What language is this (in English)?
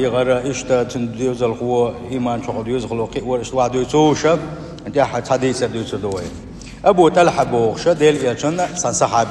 Chechen